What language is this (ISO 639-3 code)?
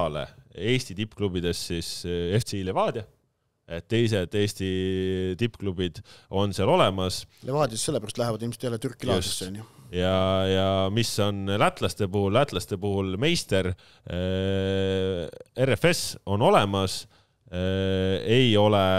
est